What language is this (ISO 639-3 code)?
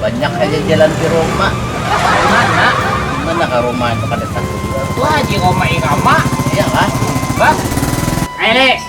bjn